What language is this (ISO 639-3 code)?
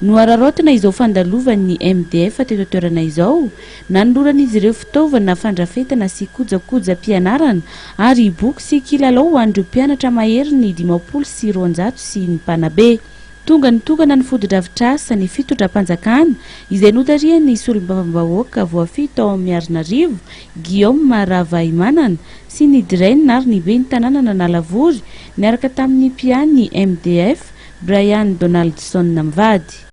mlg